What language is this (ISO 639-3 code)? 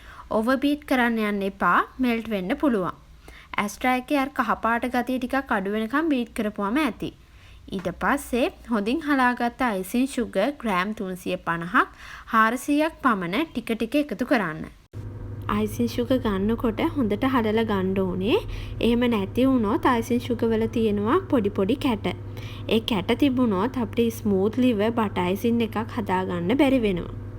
sin